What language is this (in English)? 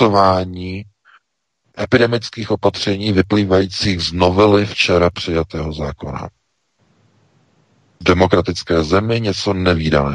Czech